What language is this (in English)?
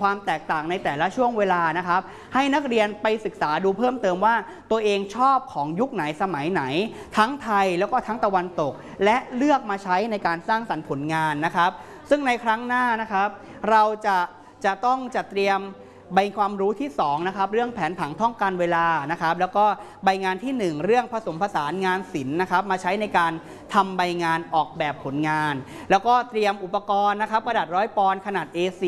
Thai